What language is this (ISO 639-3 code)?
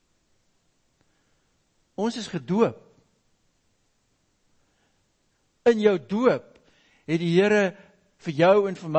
afr